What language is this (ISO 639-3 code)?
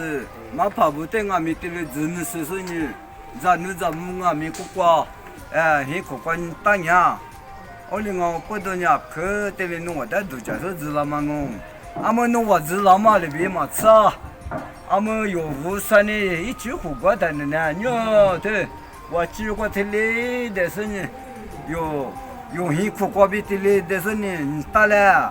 lis